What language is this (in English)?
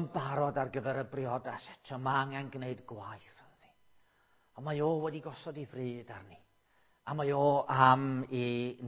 Welsh